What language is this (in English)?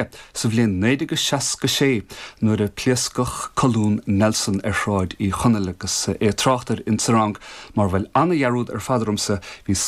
Irish